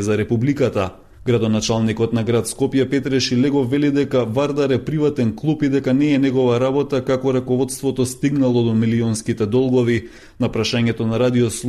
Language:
Macedonian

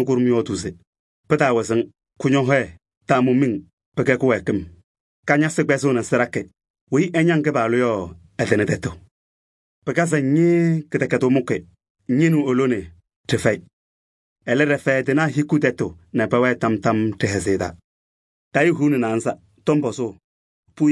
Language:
Kabiyè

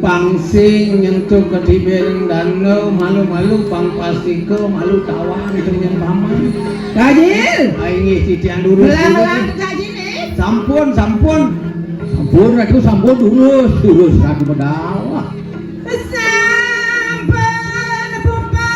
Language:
Balinese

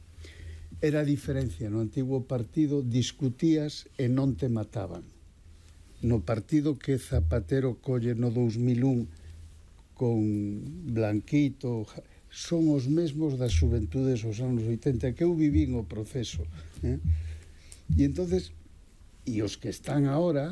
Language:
Galician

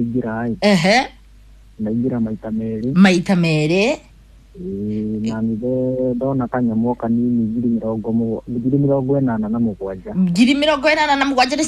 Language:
Kikuyu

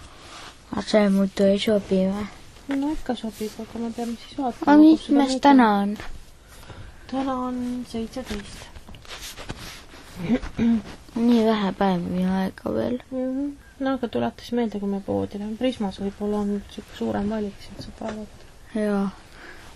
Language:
Estonian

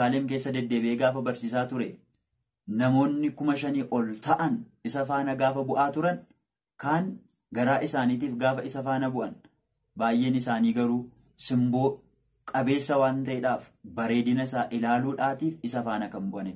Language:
Oromo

